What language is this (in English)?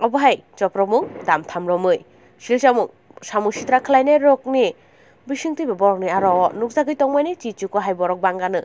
Kok Borok